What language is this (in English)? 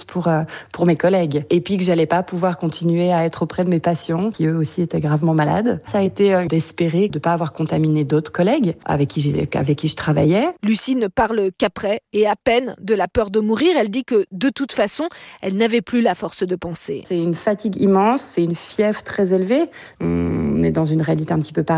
French